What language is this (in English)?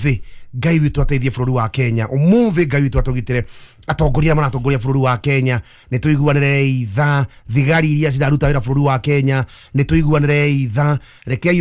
Kikuyu